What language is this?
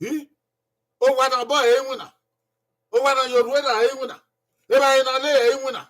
Bini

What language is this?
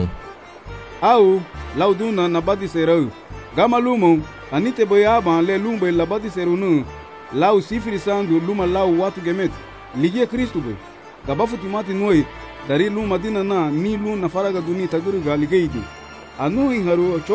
Garifuna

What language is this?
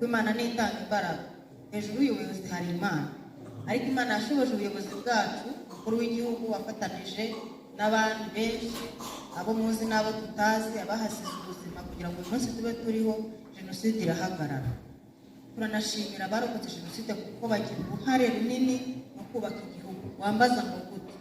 Kinyarwanda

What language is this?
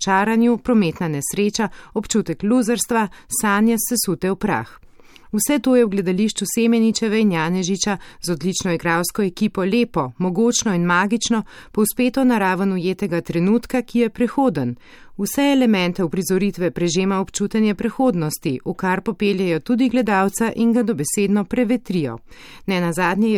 Slovenian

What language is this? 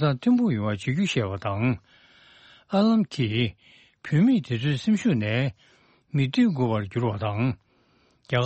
Tibetan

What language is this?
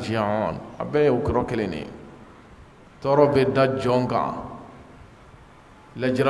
Arabic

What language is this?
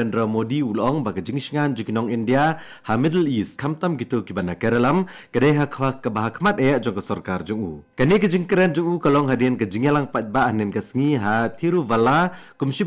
Khasi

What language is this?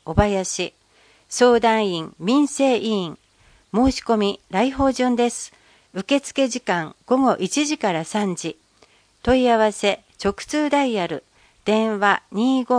Japanese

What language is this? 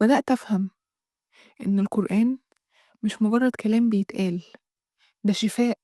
Egyptian Arabic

